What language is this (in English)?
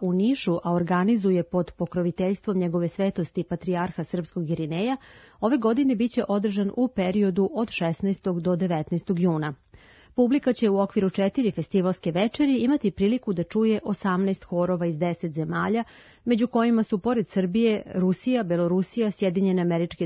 Serbian